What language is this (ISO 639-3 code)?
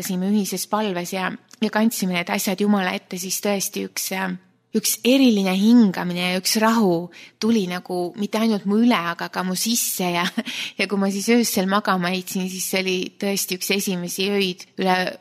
est